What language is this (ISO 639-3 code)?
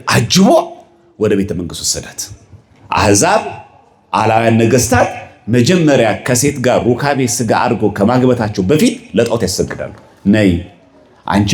amh